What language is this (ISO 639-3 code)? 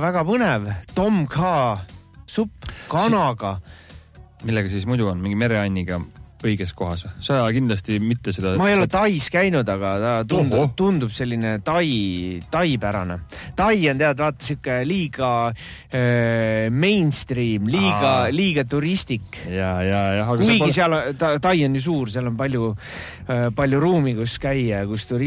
est